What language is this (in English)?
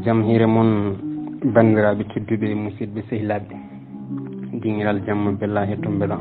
Fula